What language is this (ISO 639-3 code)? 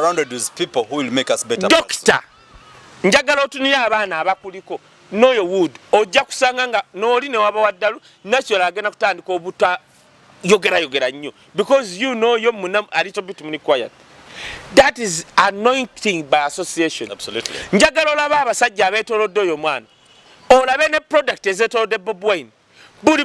lug